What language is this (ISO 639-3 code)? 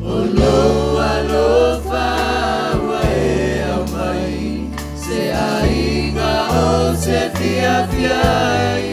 smo